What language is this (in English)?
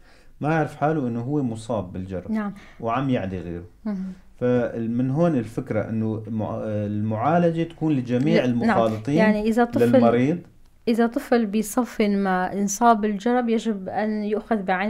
North Levantine Arabic